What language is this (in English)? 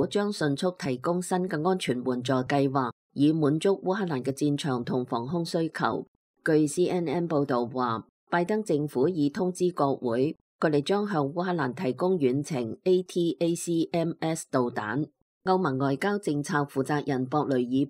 Cantonese